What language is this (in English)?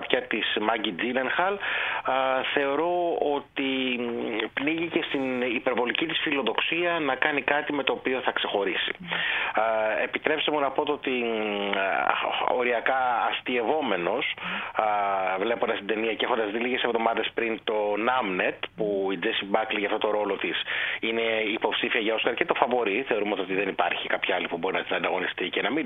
Greek